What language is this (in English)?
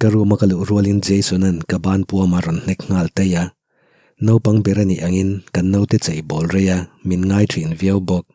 Mizo